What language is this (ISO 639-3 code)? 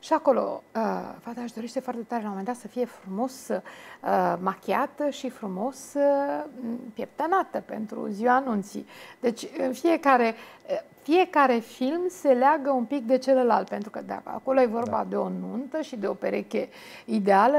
ron